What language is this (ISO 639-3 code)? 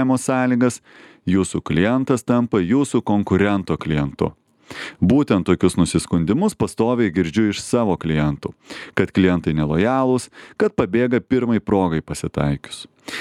lit